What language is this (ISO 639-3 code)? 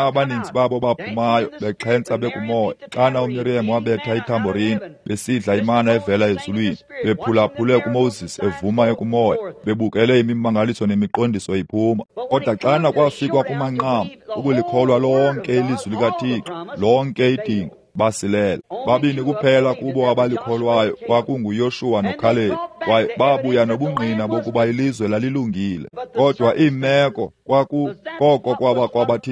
xho